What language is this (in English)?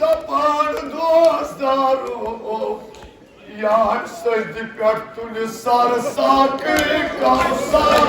Kashmiri